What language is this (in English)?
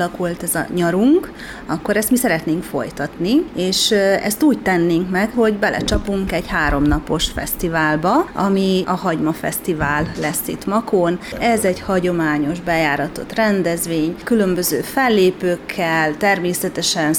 Hungarian